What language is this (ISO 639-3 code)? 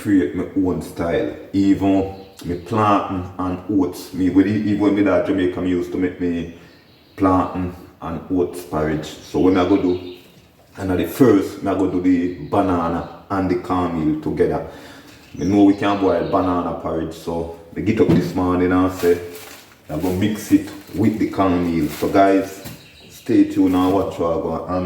jam